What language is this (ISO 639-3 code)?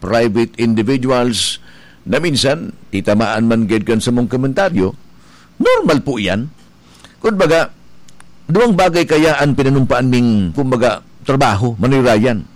bik